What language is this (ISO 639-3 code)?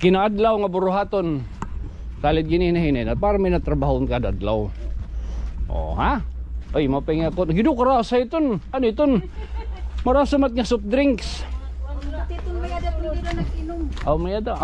war